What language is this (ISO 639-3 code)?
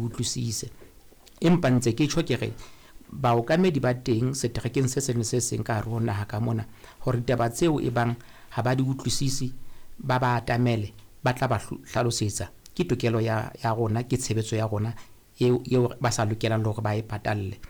sot